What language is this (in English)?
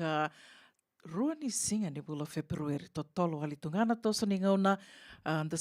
Fijian